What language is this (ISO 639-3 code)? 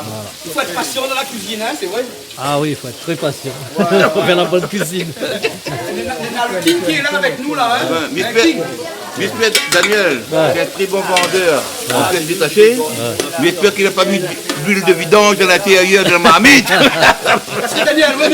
rcf